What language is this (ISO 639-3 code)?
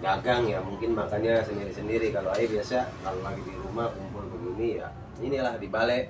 bew